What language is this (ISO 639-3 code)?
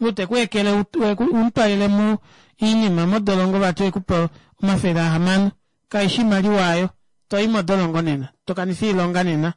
kua